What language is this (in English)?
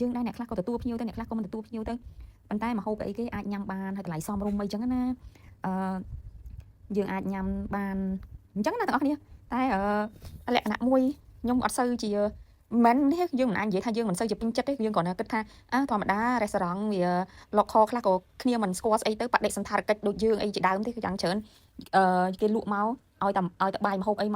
Khmer